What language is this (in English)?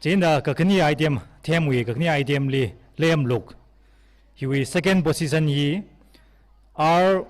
Tangkhul Naga (India)